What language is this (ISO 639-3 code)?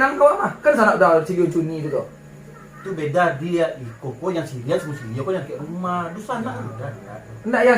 min